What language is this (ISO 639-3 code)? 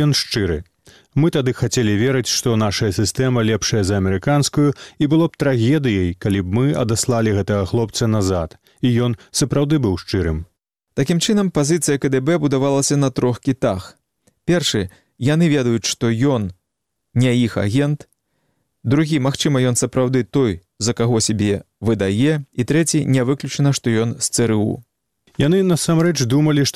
bel